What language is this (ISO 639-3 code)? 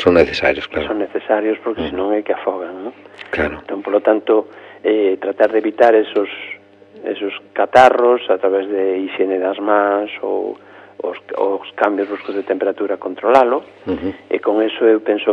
glg